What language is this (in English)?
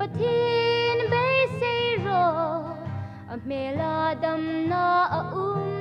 Hmar